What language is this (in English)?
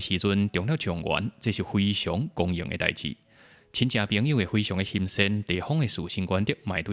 Min Nan Chinese